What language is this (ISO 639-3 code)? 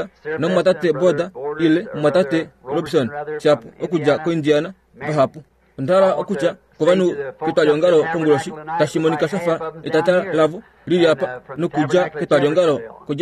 kua